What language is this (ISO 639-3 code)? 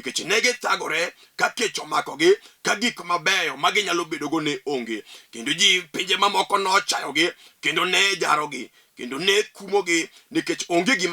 luo